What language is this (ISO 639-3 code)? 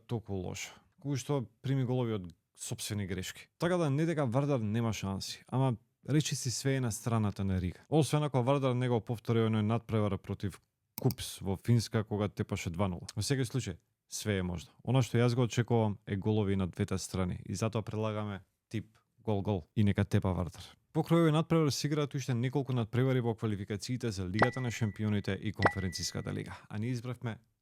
mkd